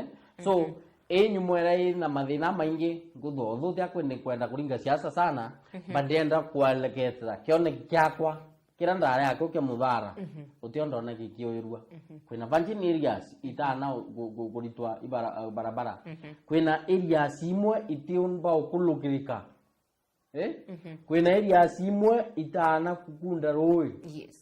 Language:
Meru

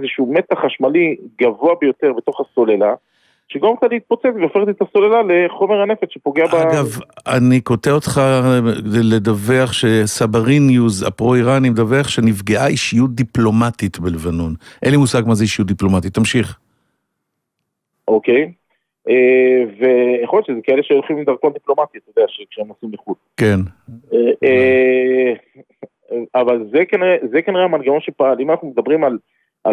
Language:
Hebrew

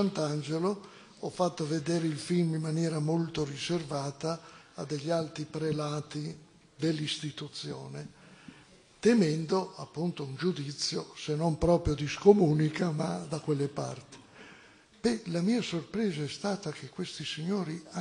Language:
Italian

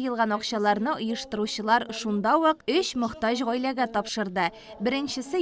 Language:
Tatar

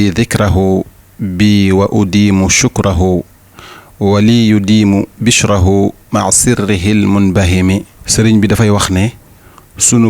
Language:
Wolof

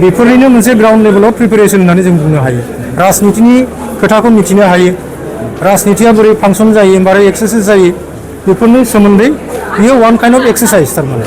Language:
Bodo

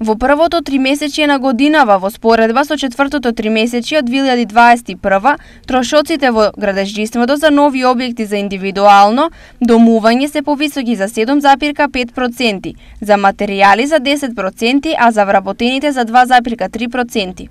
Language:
Macedonian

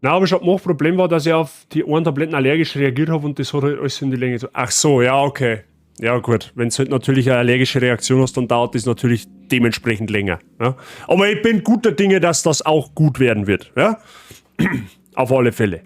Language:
Bavarian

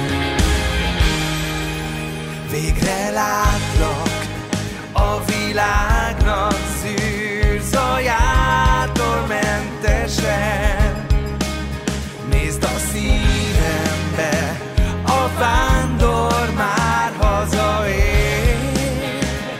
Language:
Hungarian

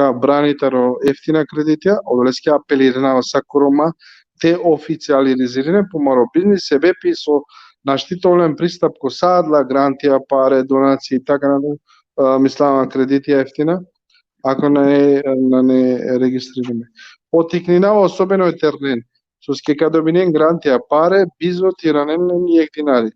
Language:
Balkan Romani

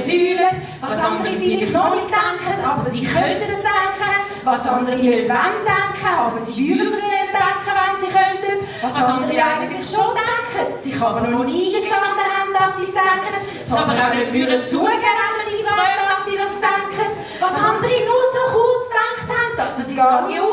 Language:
Swiss German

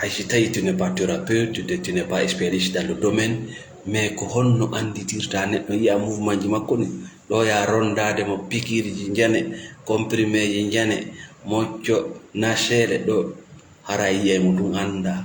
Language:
Fula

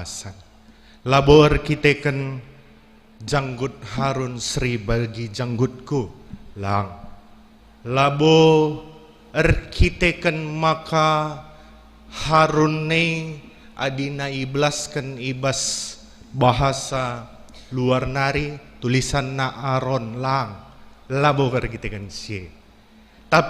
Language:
Batak Karo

